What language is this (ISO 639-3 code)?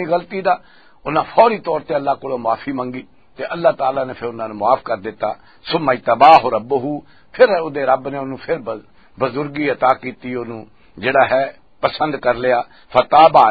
lah